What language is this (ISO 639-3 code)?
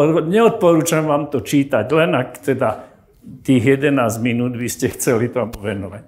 slk